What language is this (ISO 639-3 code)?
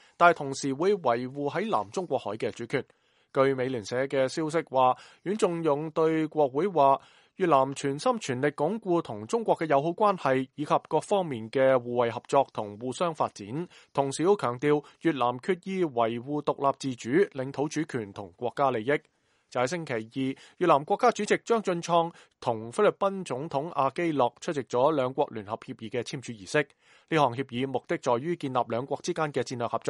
yue